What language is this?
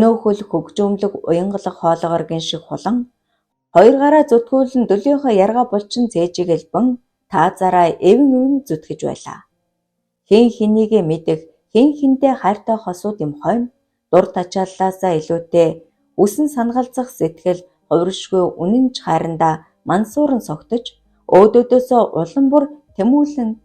Mongolian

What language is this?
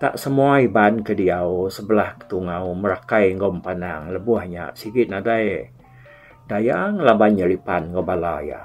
Iban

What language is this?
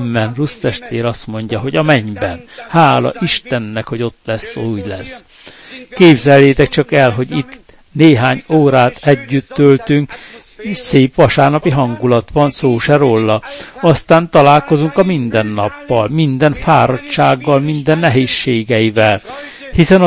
Hungarian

